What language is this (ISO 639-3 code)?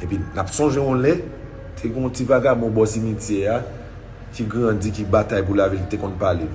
hat